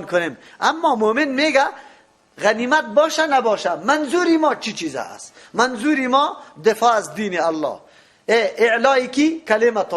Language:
Persian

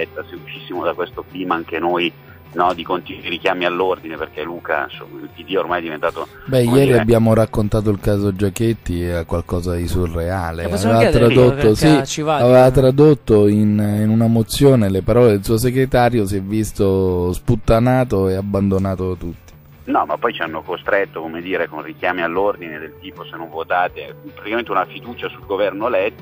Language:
Italian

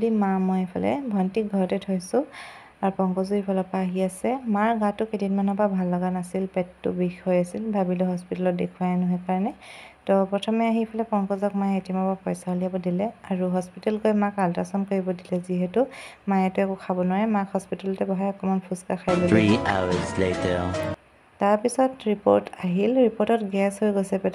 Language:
Assamese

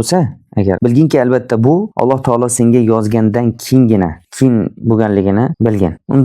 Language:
Uzbek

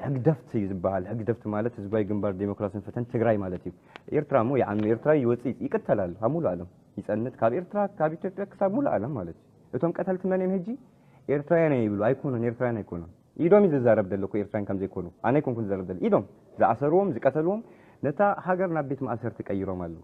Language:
Tigrinya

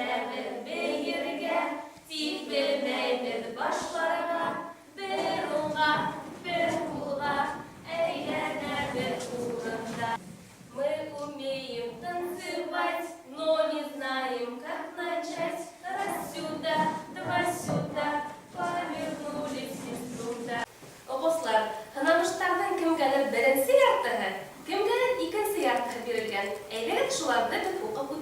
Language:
Bashkir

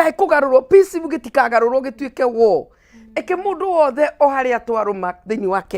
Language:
Kikuyu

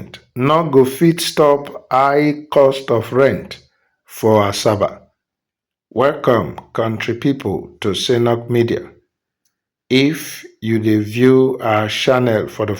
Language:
Nigerian Pidgin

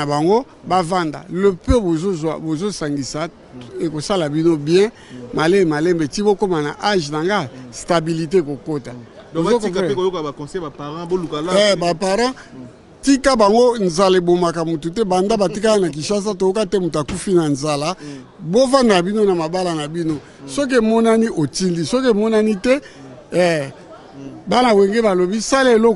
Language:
Lingala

